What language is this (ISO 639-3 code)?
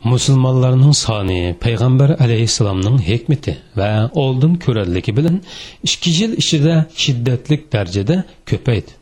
uig